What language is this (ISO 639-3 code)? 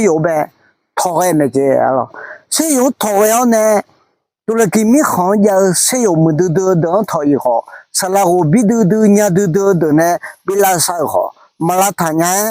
ahk